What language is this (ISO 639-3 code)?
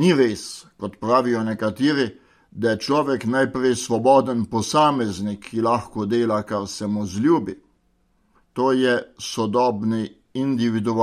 slv